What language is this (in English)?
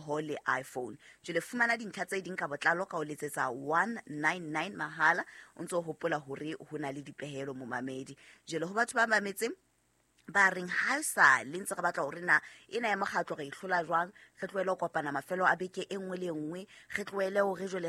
Southern Sotho